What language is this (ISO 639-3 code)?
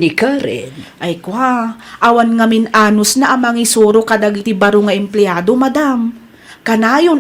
ilo